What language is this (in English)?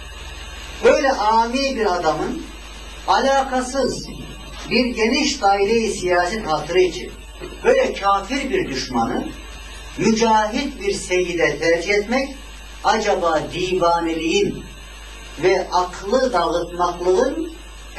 Turkish